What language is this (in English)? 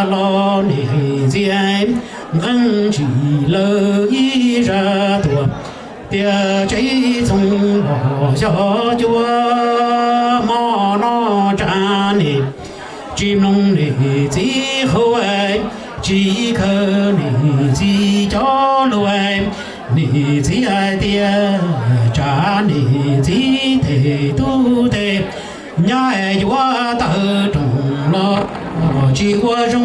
Hmong